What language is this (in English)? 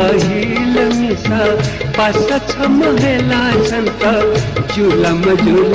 Newari